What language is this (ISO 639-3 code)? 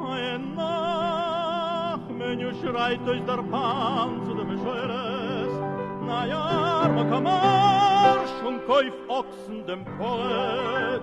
yid